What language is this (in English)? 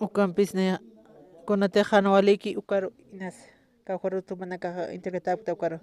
Aymara